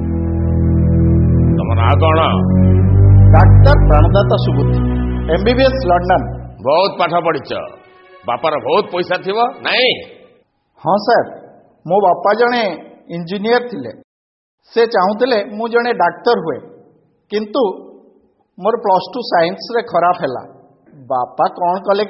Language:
Odia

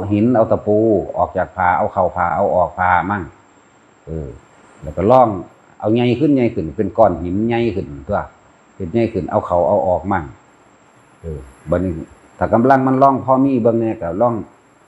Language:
Northeastern Thai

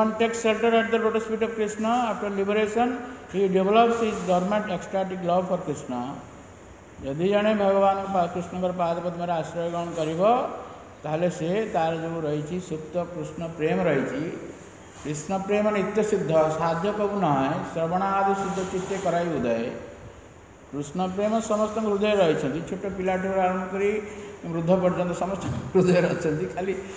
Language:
Odia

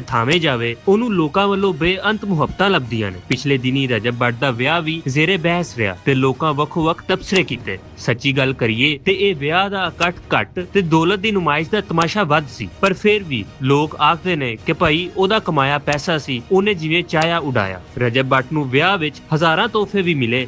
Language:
Western Panjabi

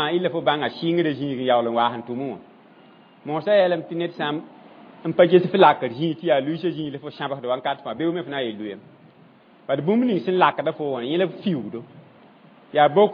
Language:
Mossi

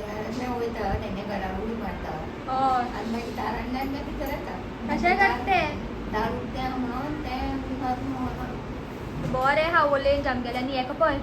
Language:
Konkani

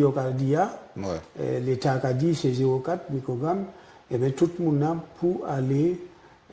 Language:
Guadeloupean Creole French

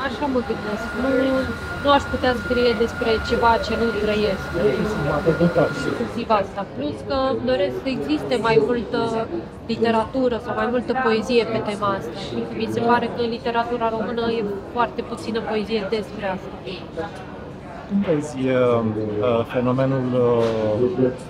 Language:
Romanian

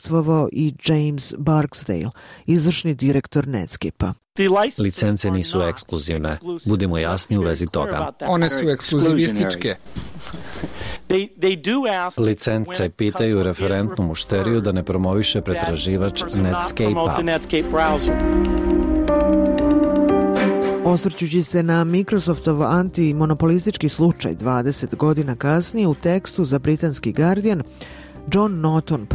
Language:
Serbian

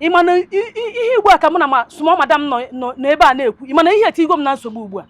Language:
Igbo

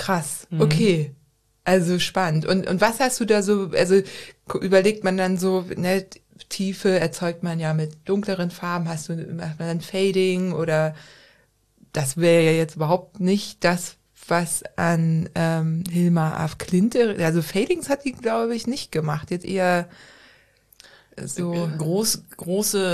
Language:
German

